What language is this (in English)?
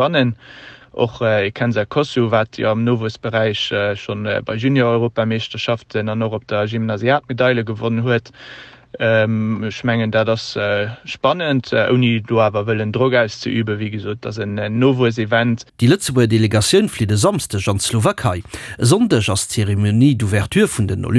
Luxembourgish